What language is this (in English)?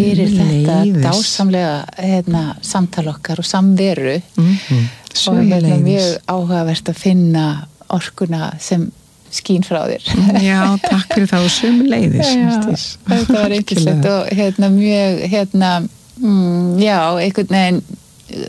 Icelandic